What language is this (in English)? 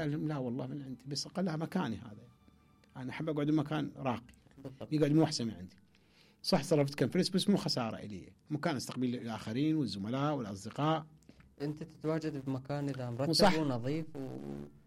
Mesopotamian Arabic